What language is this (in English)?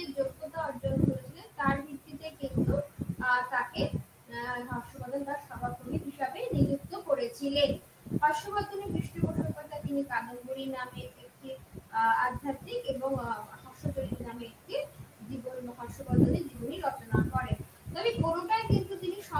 Bangla